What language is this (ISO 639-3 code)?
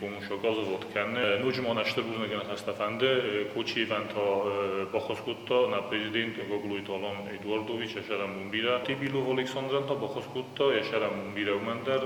oss